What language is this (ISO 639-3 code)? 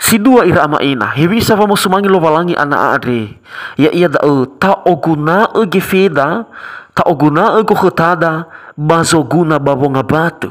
nia